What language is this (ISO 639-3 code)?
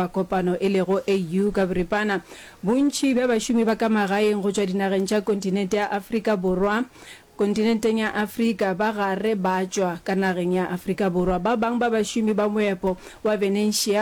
nso